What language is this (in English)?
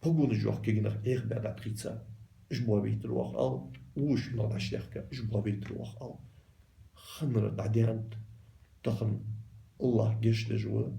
Ingush